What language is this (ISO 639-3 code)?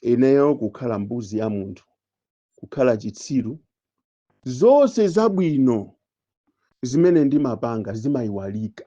nya